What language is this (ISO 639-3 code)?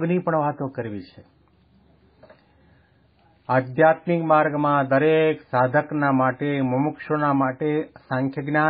guj